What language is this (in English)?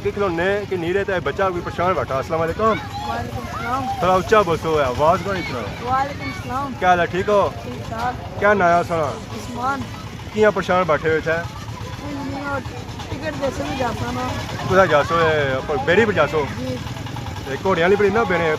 Pahari-Potwari